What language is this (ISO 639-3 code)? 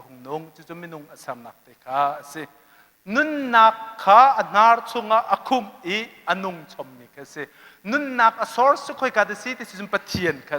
cnh